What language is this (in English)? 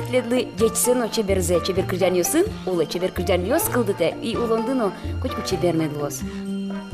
Udmurt